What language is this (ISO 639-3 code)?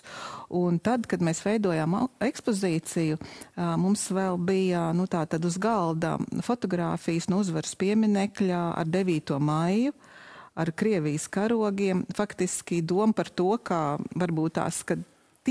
lav